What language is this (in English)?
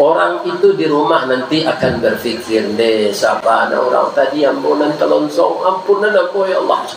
Minangkabau